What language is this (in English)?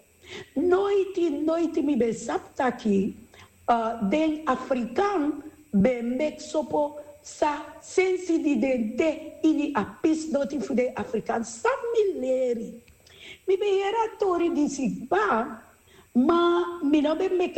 Sranan Tongo